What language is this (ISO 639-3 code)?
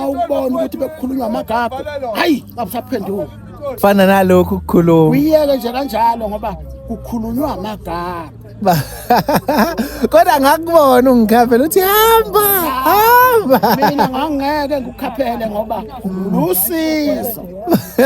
zul